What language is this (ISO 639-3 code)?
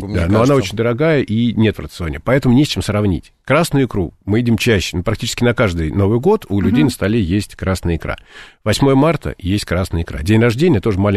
rus